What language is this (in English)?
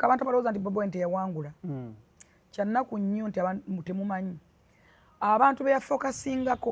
Ganda